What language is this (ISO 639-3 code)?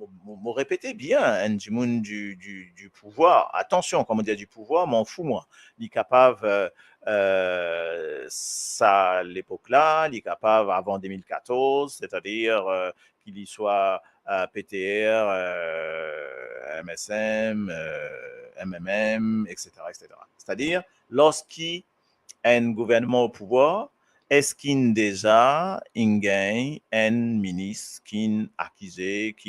mfe